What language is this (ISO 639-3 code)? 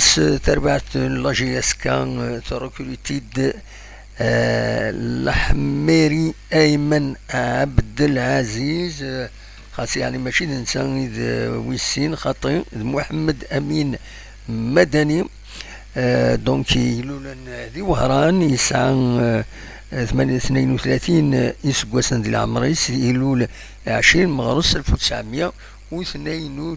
kab